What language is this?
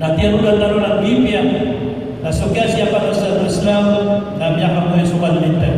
Maranao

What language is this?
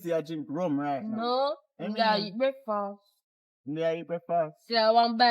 Jamaican Creole English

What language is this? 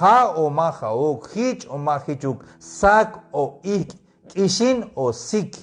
Tzeltal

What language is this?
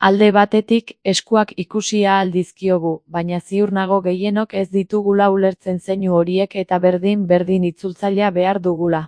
Basque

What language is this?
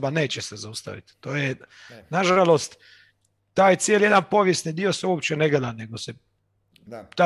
Croatian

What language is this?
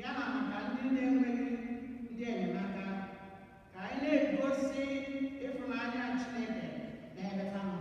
Igbo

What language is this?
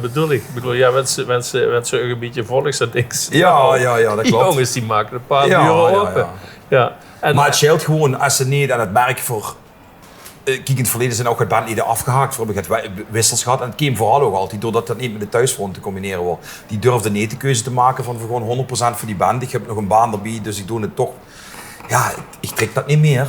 Limburgish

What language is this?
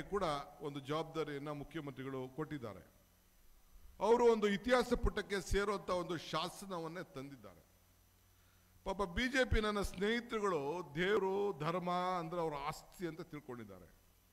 Kannada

